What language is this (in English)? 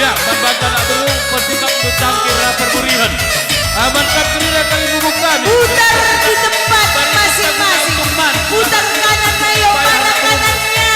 Batak Karo